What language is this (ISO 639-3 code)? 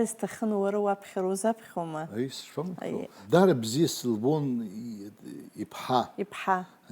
abk